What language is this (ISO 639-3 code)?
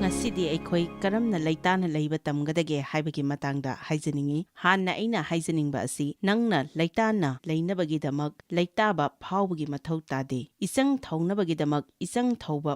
mni